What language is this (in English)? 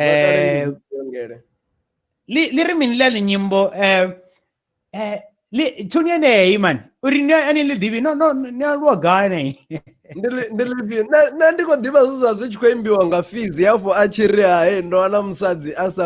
Venda